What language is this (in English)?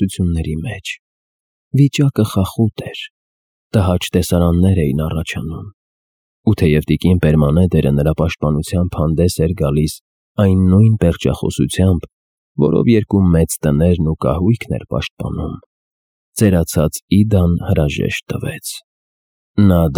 Armenian